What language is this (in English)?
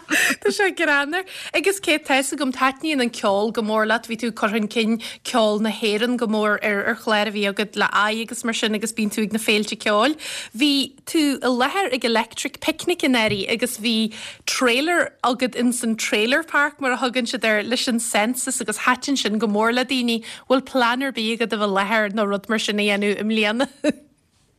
Irish